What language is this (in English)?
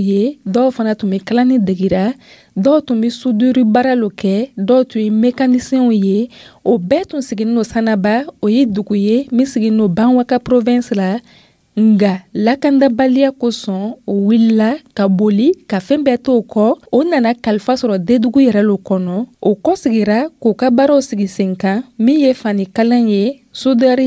Dyula